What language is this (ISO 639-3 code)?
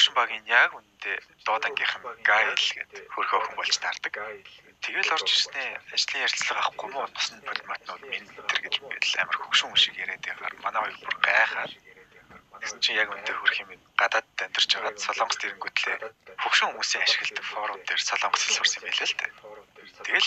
mon